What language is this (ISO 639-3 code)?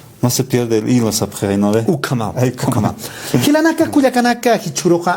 aym